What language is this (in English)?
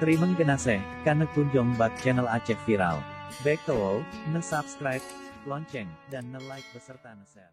Achinese